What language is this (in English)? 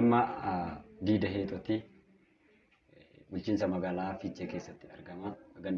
Oromo